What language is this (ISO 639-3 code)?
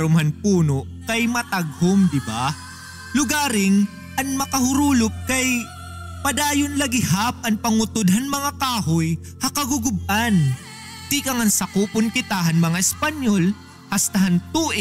war